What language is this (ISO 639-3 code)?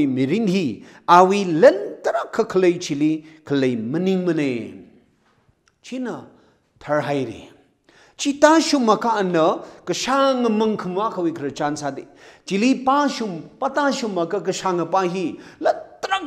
nmf